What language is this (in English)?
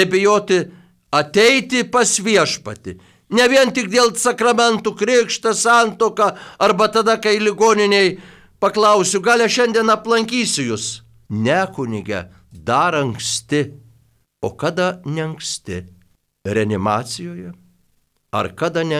Lithuanian